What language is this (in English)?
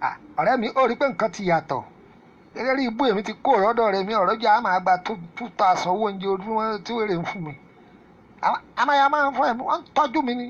Yoruba